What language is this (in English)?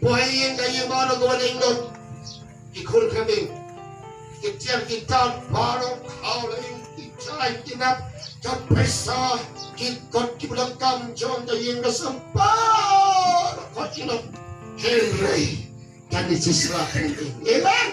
Khasi